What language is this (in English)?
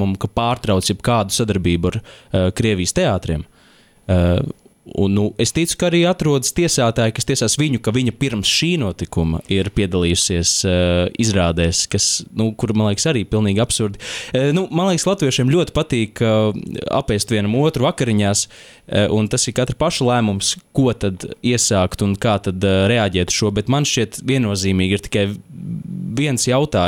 Latvian